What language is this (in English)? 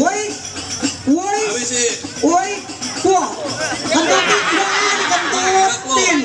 Betawi